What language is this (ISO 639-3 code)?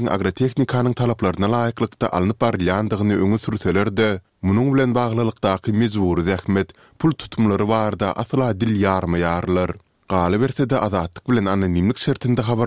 tuk